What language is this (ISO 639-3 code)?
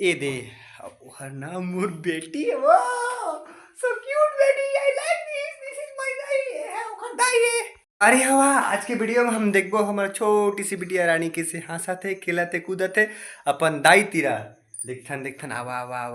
hne